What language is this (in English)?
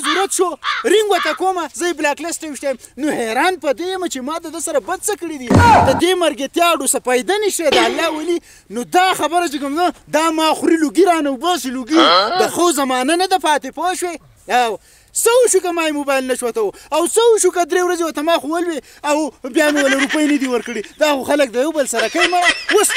Pashto